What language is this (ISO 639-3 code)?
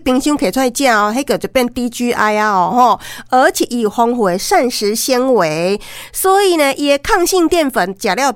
nan